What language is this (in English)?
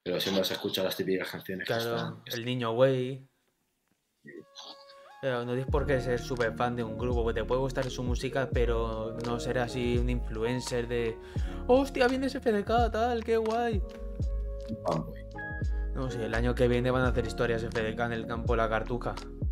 Spanish